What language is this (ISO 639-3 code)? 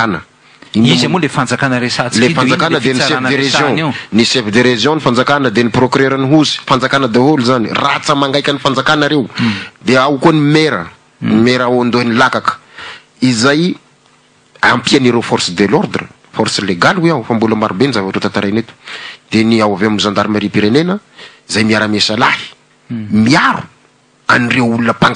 mlg